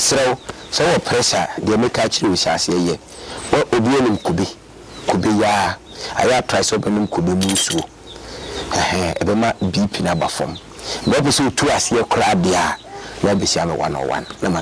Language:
Akan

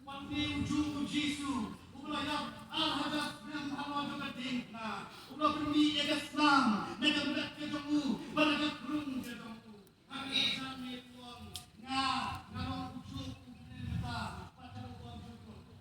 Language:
Khasi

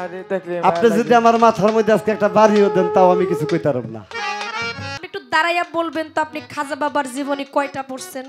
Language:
Bangla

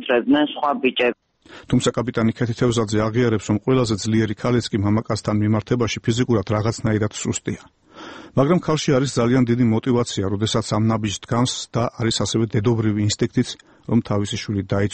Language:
Georgian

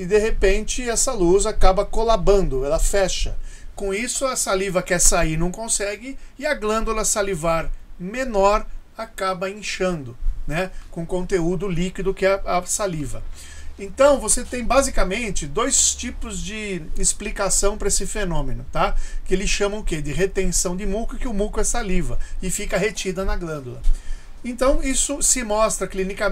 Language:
Portuguese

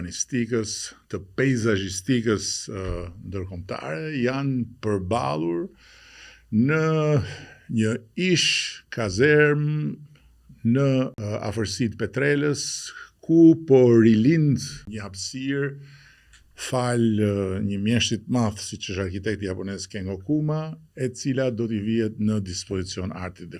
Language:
Albanian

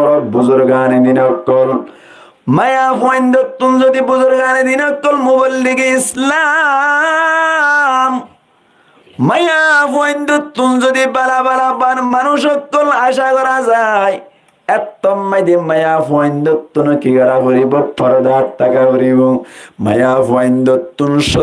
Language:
Rohingya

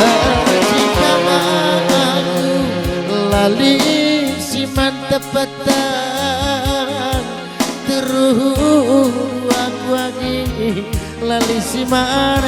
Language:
Batak Karo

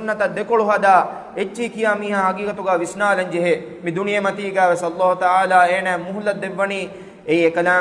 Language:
Divehi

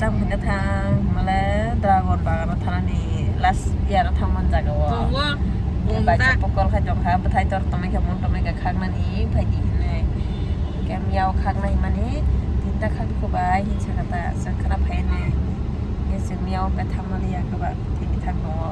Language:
Kok Borok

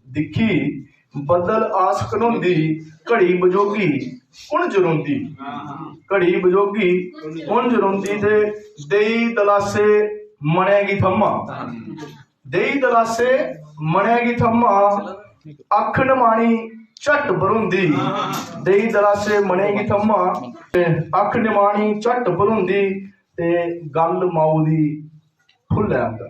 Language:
Dogri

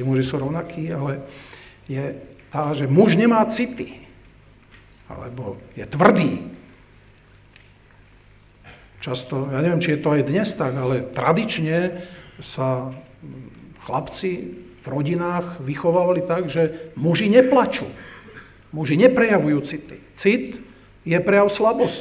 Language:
Slovak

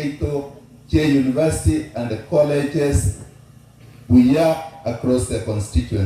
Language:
Gusii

